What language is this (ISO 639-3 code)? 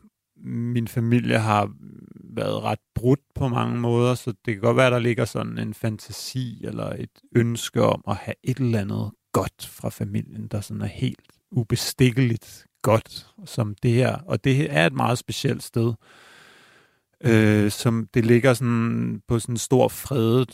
dan